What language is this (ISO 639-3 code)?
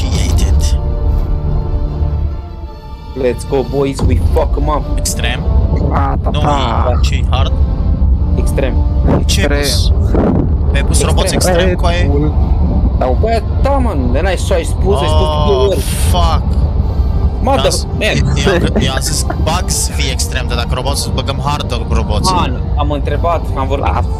ron